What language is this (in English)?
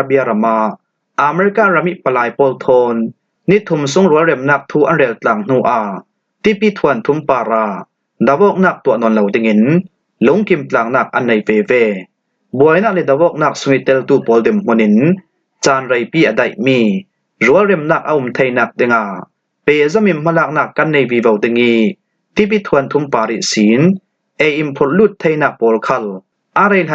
Falam Chin